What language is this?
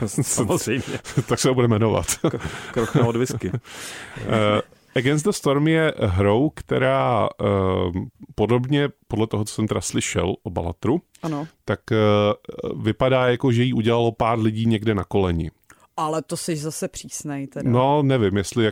Czech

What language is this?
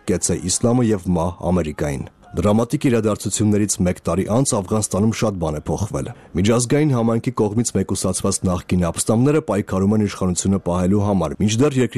Armenian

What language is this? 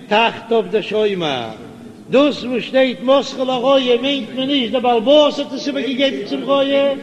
Yiddish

